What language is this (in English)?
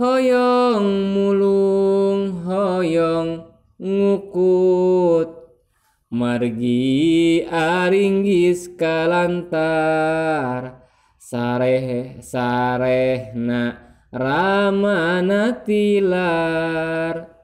Sundanese